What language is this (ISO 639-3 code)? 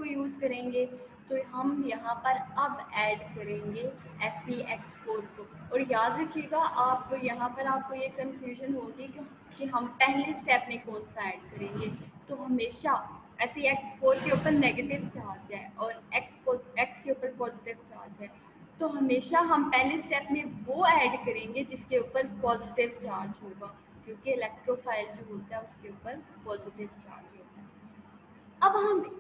hin